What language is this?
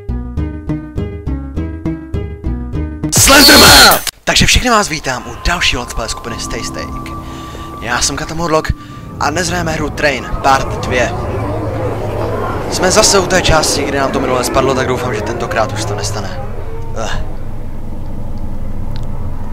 Czech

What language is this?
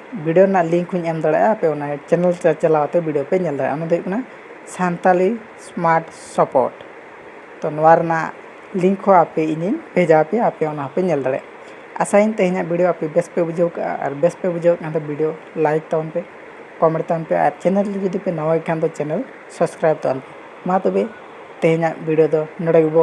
Santali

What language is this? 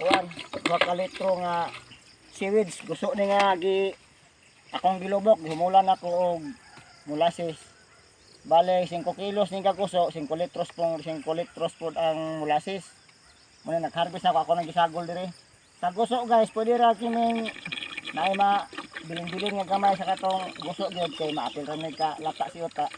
Cebuano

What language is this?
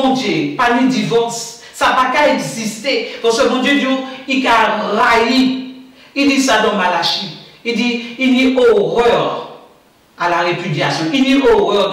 Guadeloupean Creole French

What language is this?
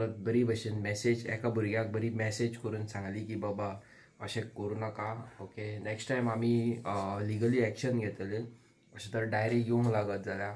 Konkani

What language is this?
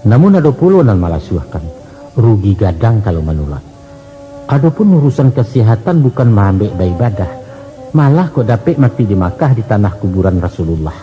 Minangkabau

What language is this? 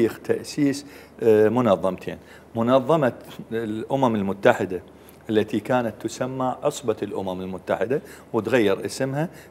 Mesopotamian Arabic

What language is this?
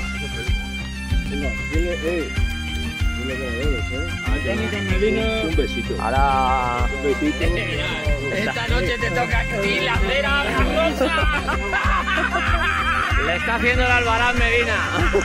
Spanish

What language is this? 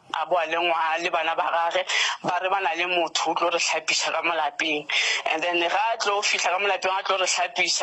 Northern Sotho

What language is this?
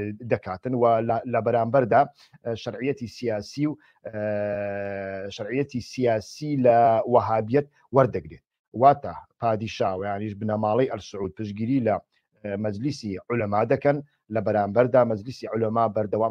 Central Kurdish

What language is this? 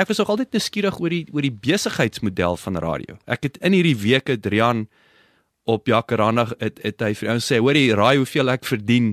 Afrikaans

